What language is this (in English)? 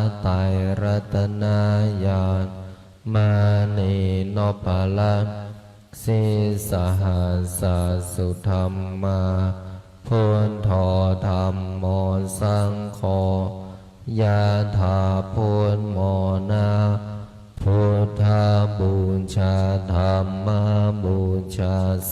Pali